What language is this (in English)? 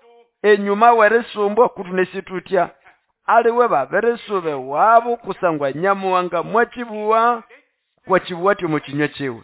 Nande